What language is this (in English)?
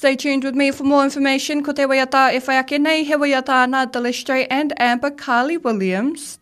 Māori